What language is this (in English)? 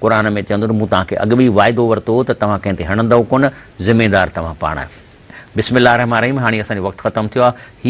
Sindhi